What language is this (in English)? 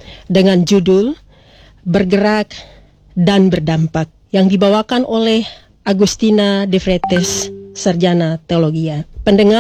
Indonesian